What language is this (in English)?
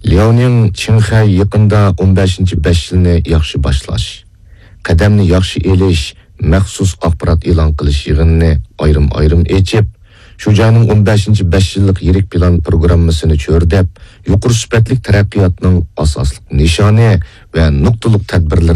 Uyghur